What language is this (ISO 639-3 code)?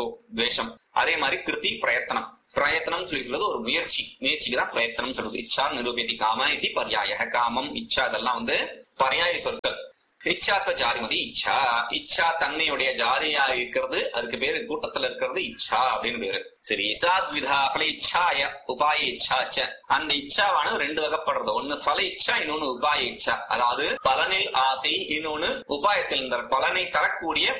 tam